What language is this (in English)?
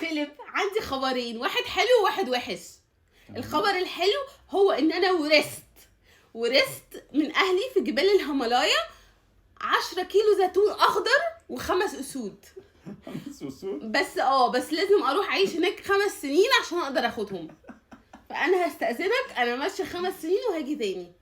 Egyptian Arabic